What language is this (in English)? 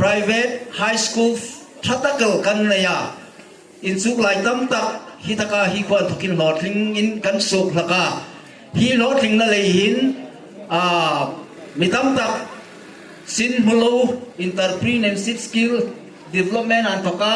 Hmar